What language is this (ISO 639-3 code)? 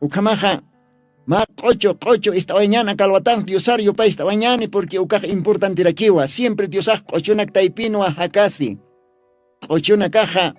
aym